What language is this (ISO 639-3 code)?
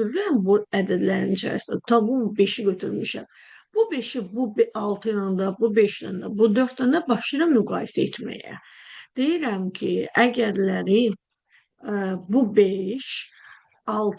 aze